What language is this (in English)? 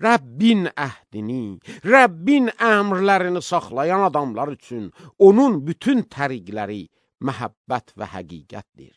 Azerbaijani